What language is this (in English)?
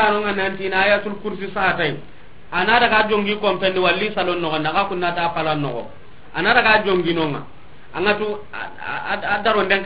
Soninke